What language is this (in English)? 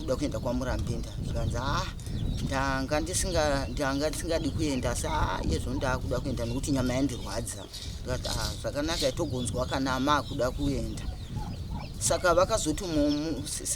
Shona